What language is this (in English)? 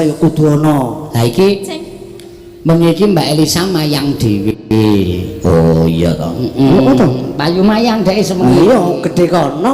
Javanese